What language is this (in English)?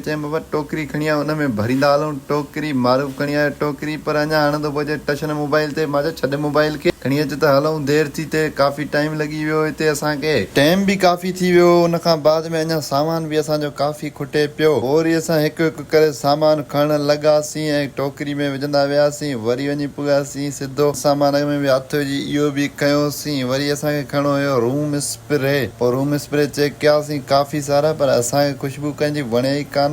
Sindhi